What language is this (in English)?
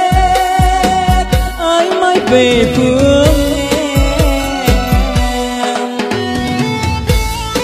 Vietnamese